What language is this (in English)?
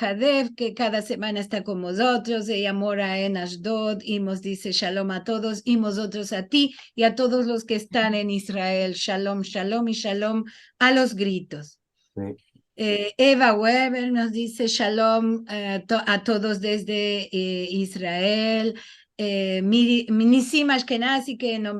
Ladino